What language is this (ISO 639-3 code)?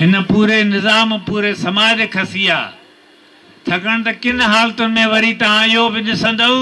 snd